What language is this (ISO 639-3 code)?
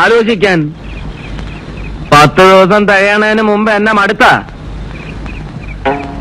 mal